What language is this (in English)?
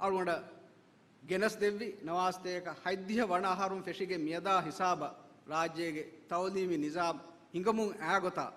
Divehi